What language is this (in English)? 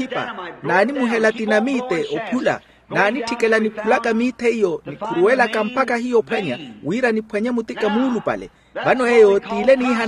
Makhuwa